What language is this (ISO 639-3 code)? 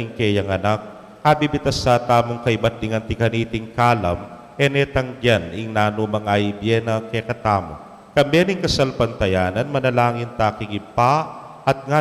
pam